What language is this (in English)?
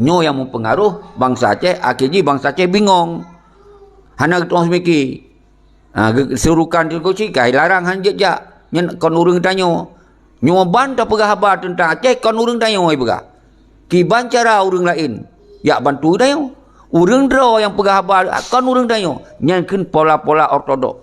Achinese